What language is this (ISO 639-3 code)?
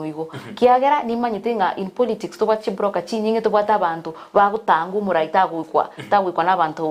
guz